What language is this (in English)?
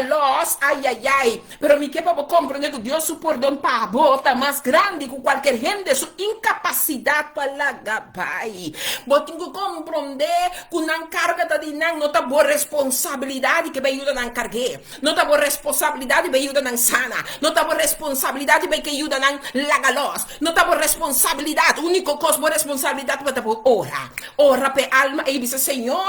Papiamento